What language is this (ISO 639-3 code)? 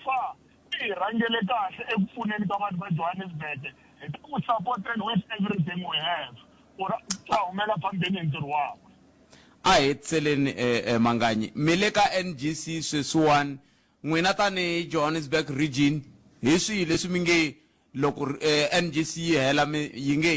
tso